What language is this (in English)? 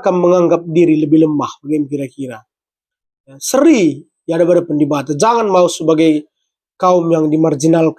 Batak Karo